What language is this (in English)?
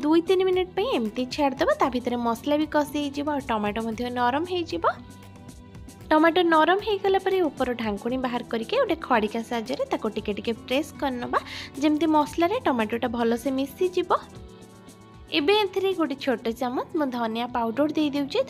Odia